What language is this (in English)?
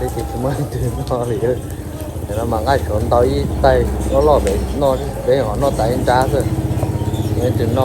Hmong